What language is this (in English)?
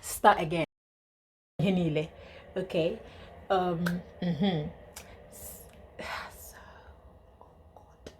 Igbo